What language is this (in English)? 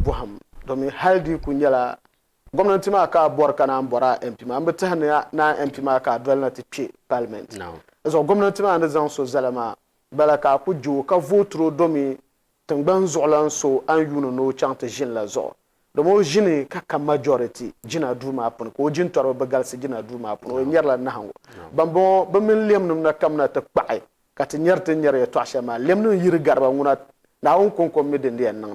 Dagbani